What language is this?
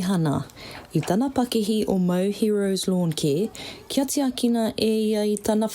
Māori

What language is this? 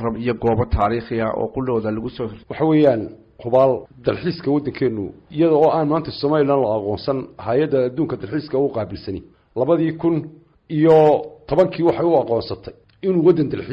Somali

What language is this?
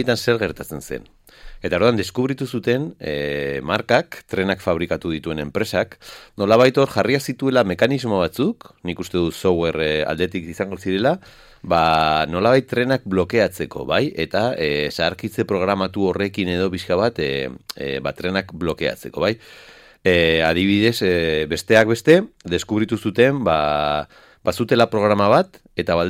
Basque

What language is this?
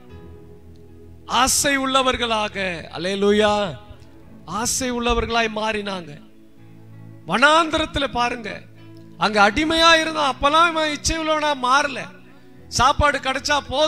Tamil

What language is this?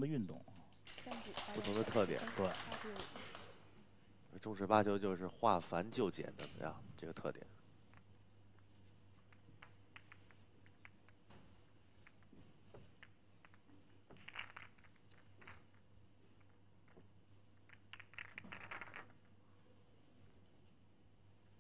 Chinese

